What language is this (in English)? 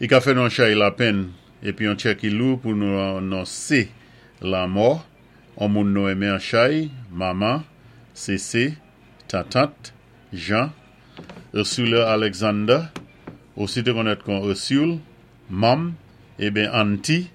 Saint Lucian Creole French